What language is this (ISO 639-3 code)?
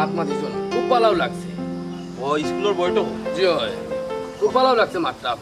syl